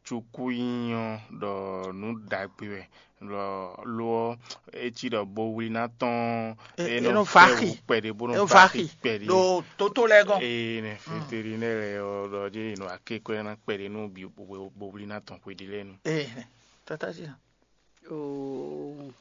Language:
Fon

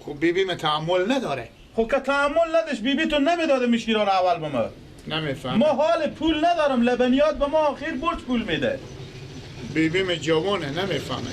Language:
Persian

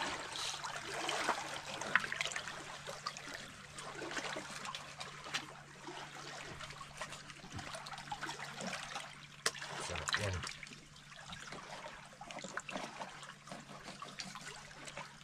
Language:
Filipino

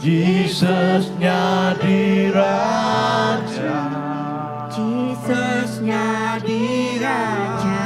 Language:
Iban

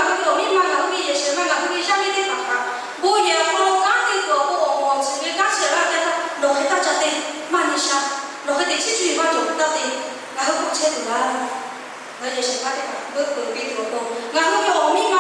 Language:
Lahu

